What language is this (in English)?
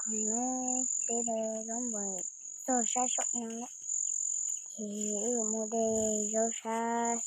Hmong